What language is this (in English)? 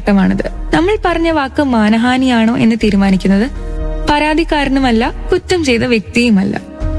Malayalam